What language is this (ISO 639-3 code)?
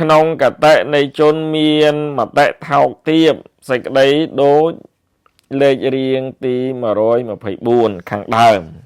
khm